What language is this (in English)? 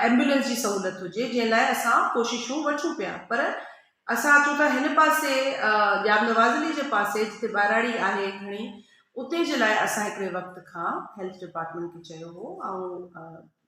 Sindhi